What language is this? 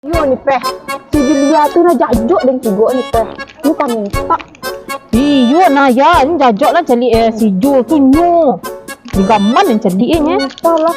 Minangkabau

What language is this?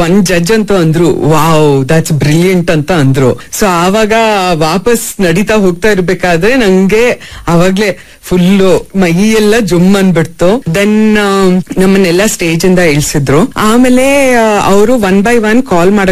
Kannada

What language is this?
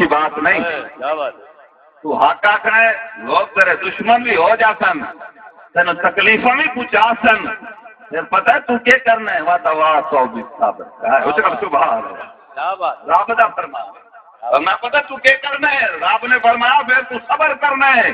Saraiki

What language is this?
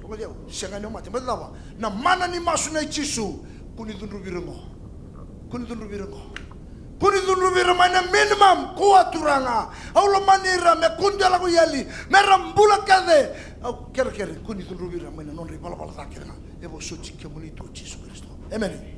Fijian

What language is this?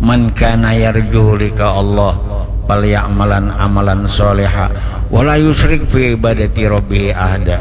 Banjar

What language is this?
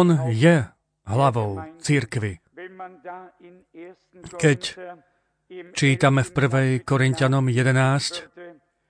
Slovak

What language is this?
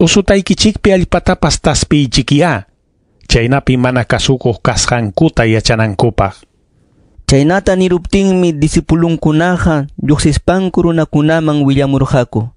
Ayacucho Quechua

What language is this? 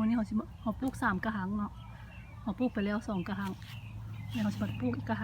Lao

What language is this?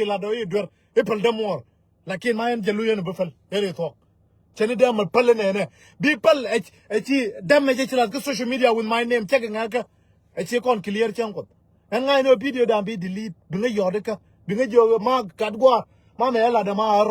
Nuer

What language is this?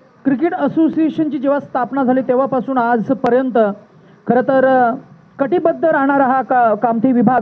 Marathi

